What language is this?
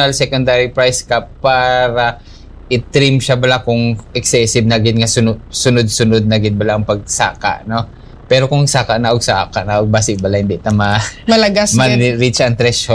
Hiligaynon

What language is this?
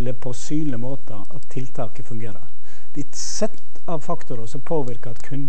Norwegian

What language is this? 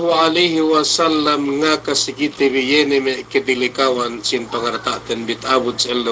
Yakan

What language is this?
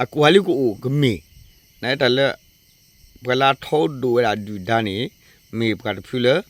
S'gaw Karen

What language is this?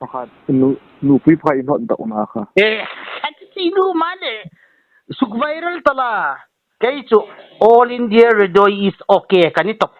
Hmar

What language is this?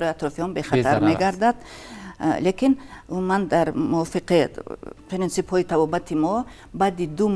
Tajik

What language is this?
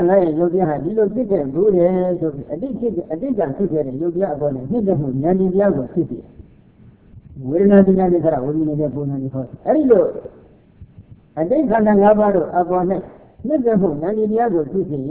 Burmese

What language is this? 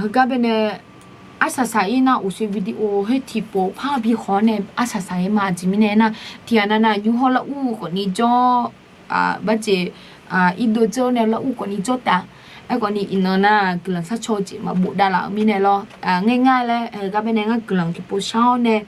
Akha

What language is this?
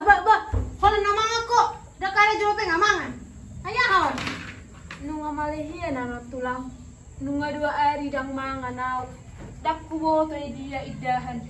Batak Toba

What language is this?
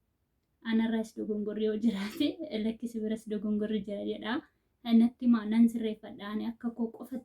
Oromo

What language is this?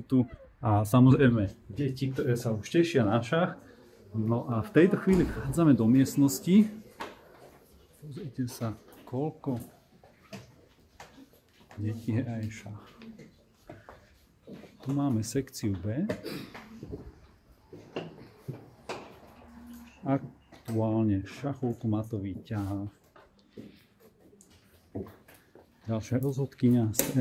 Slovak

